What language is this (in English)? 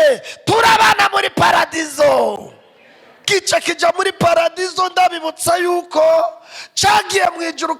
Rundi